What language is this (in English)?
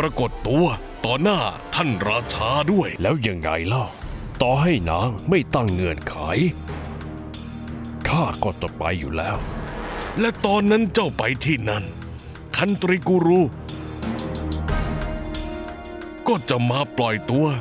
Thai